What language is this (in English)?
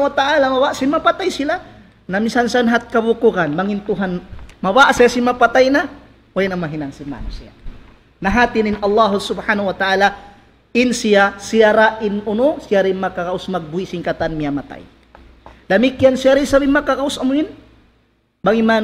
Tausug